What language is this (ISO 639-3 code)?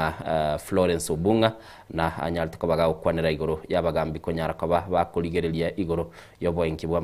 guz